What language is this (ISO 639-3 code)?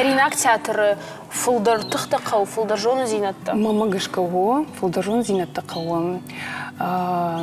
oss